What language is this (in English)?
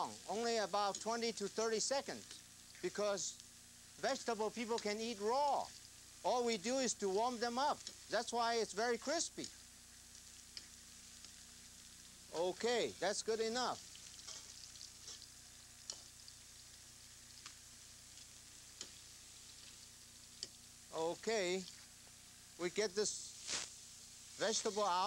English